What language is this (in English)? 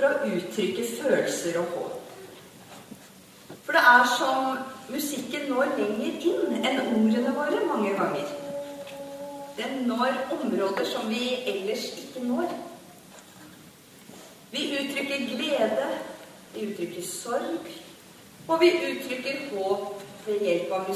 Norwegian